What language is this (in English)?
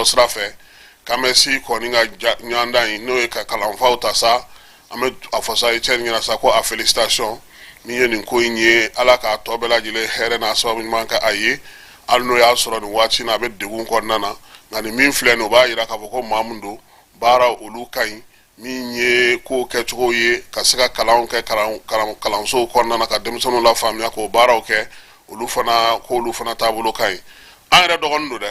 Bambara